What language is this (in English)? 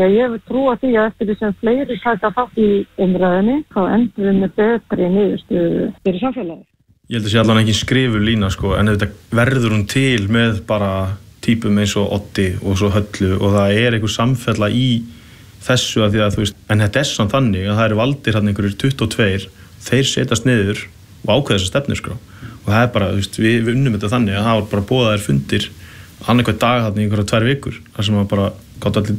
Icelandic